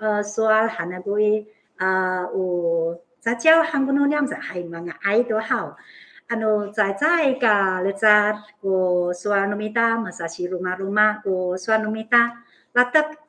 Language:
Amis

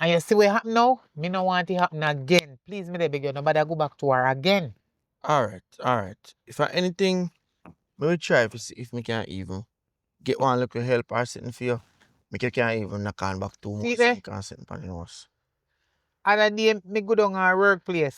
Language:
Jamaican Creole English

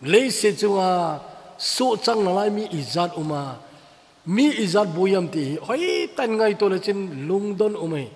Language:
Thado Chin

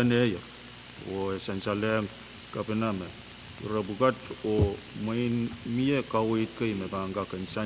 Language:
Pohnpeian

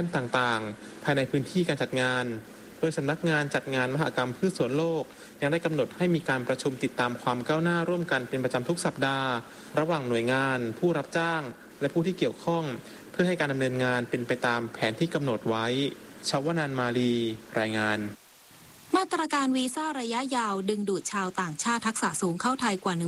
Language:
Thai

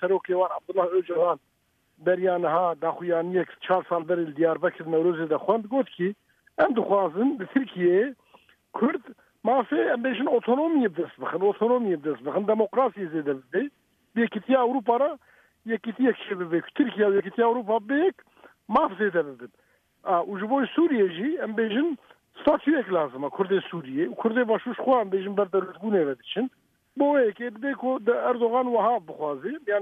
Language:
Kurdish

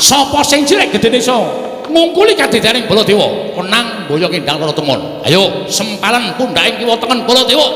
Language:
Javanese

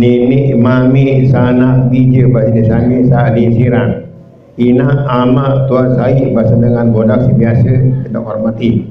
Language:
Sasak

